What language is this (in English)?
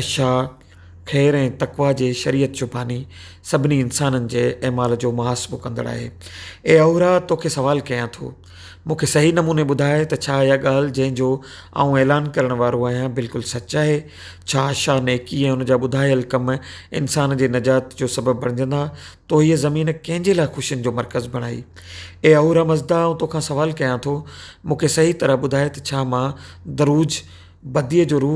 Sindhi